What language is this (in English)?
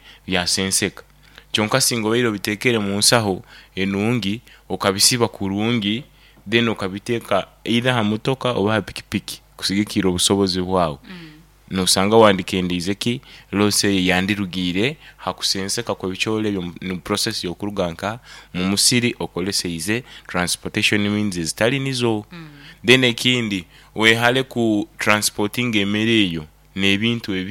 Nyankole